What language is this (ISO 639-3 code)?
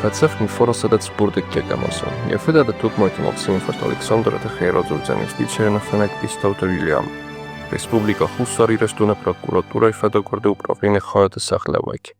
oss